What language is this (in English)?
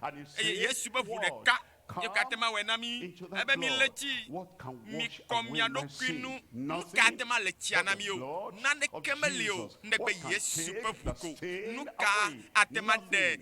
Ewe